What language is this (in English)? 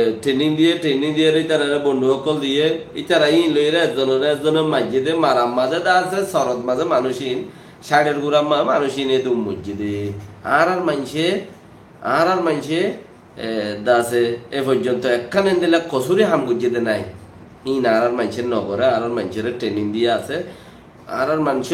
Rohingya